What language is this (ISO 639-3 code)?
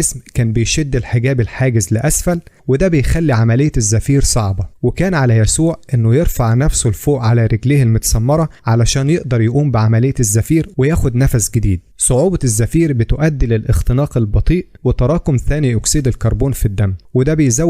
arz